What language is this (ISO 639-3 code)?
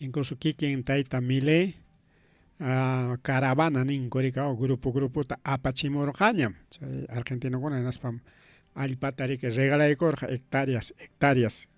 quy